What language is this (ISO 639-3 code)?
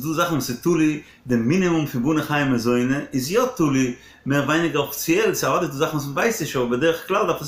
yid